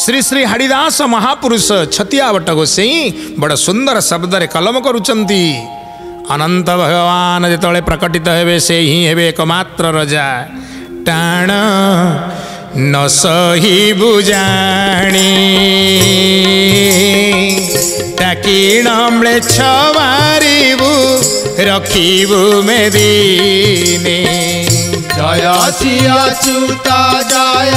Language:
Odia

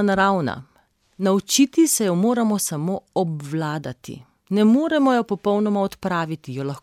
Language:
Slovenian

